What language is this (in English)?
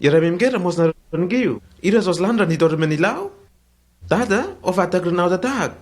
Lenakel